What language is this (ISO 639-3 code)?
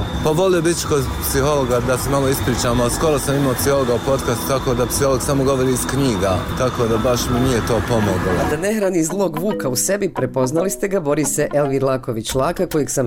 bos